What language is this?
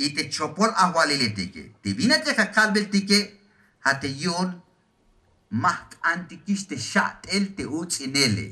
Tzeltal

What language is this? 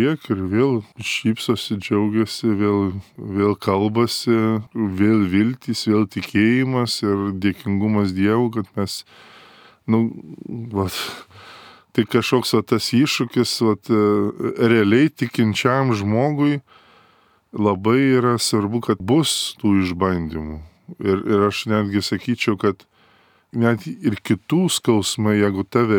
Lithuanian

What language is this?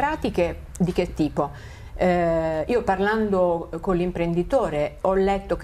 Italian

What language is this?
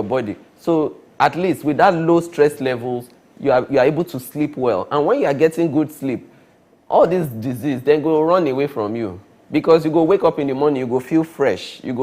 Nigerian Pidgin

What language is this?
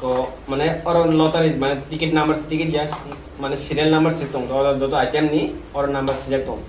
Kok Borok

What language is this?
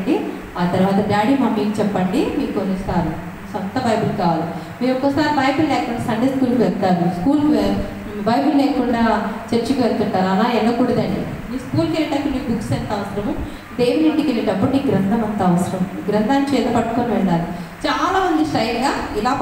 Telugu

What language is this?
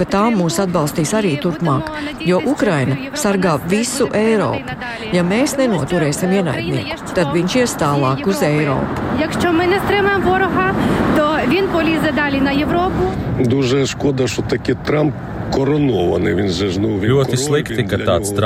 Latvian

